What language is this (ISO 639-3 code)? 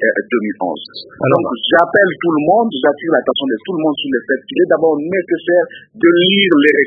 fra